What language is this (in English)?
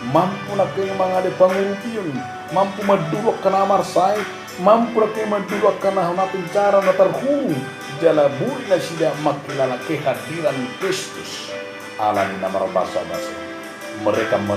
Batak Toba